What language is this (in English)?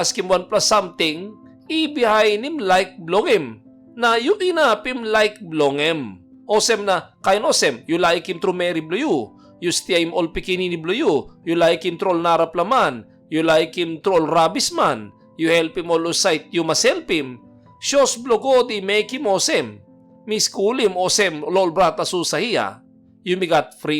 Tok Pisin